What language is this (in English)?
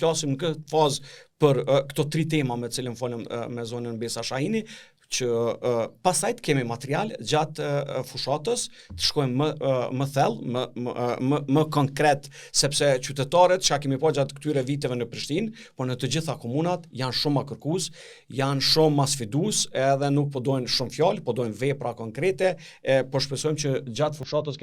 Albanian